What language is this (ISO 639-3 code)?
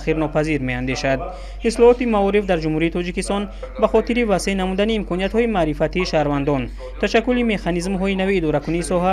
tgk